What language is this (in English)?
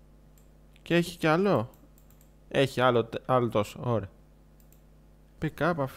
Greek